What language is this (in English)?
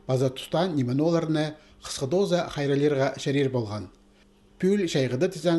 Khakas